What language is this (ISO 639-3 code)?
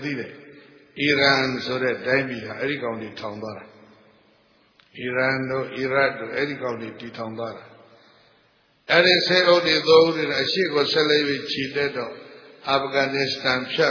mya